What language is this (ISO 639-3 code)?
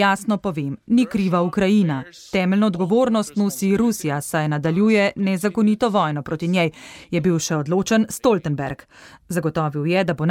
slv